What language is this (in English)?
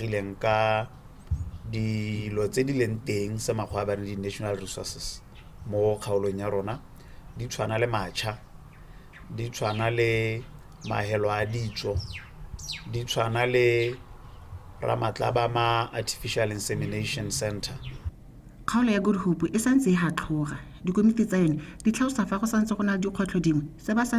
Tswana